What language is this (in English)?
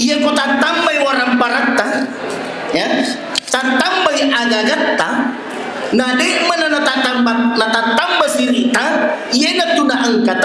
Buginese